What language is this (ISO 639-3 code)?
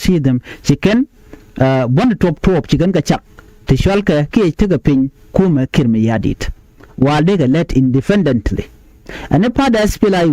nus